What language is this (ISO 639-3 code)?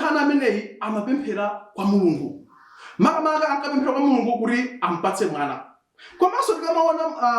nya